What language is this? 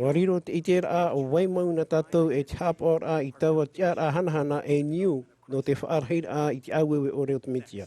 Tahitian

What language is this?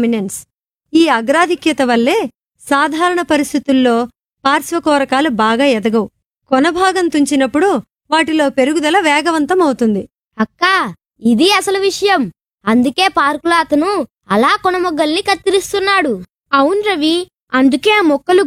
Telugu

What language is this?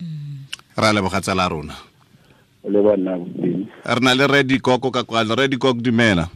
Southern Sotho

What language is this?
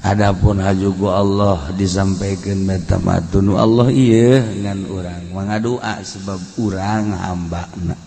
Sundanese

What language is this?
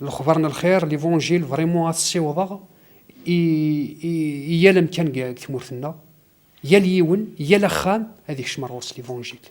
Kabyle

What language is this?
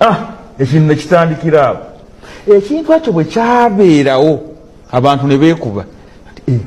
Ganda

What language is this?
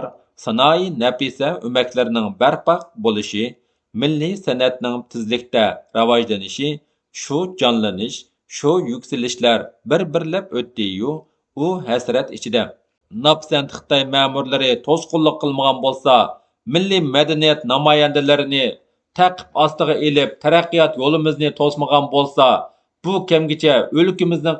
Uyghur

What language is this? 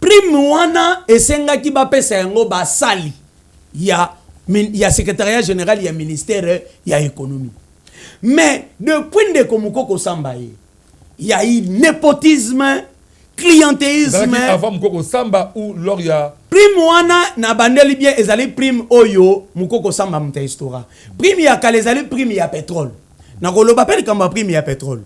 Lingala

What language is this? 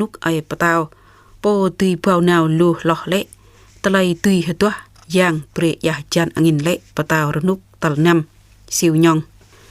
Jarai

